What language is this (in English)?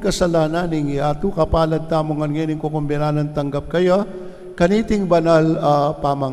Pampanga